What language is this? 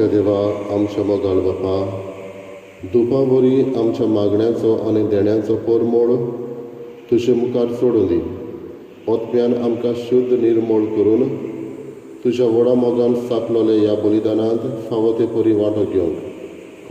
Konkani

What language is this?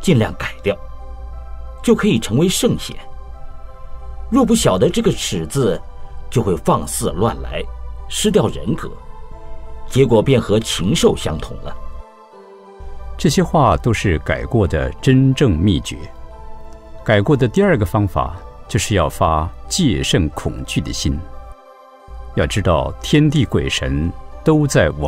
Chinese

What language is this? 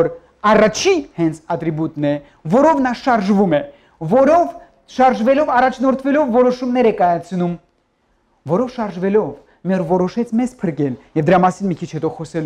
Armenian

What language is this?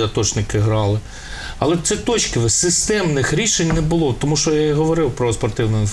Ukrainian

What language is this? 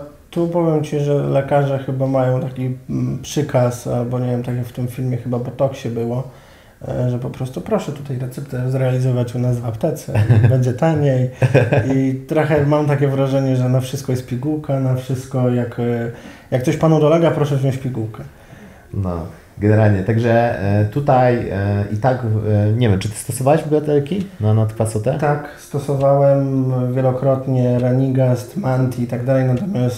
Polish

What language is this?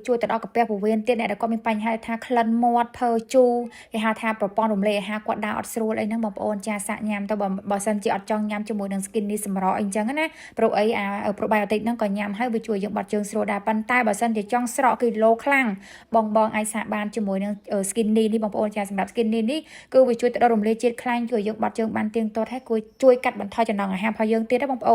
Khmer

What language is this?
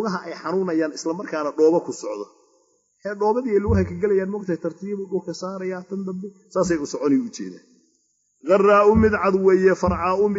Somali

